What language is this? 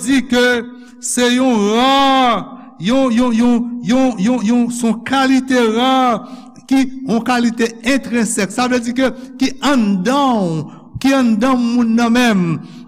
Haitian Creole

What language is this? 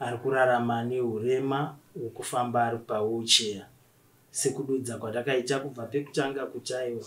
Shona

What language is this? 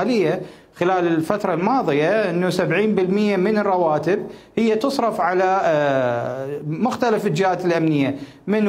Mesopotamian Arabic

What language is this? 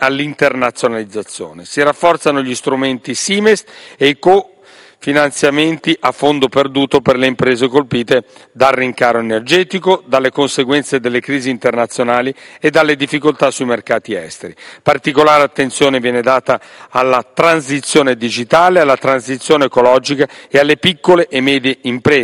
Italian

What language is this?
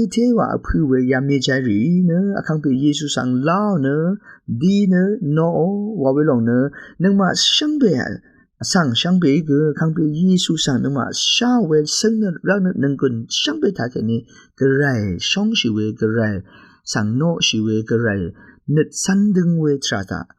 Rawang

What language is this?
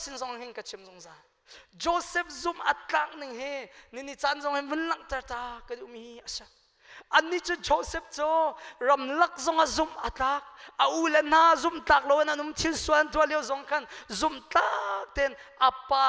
Hakha Chin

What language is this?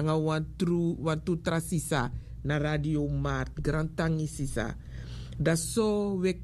Sranan Tongo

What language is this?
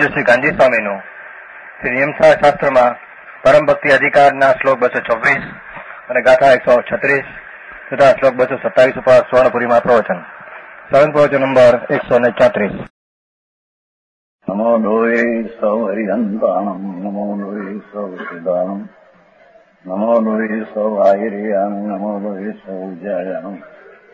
Gujarati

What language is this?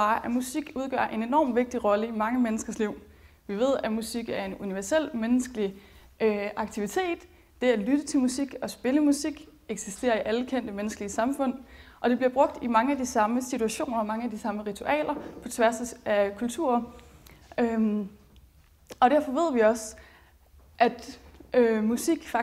Danish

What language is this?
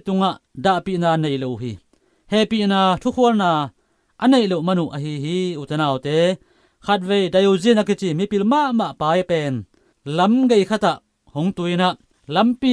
Tedim Chin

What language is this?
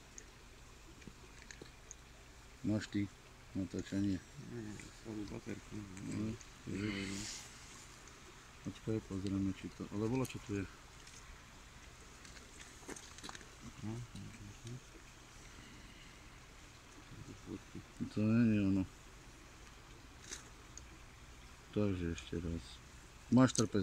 Slovak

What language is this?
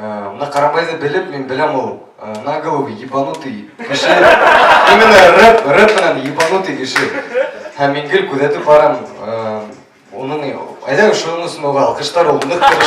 Bashkir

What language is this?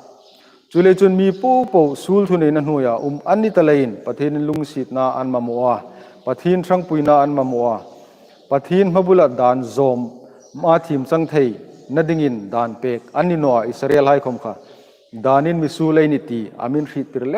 Hmar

